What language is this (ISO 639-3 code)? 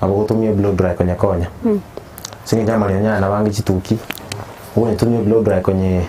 guz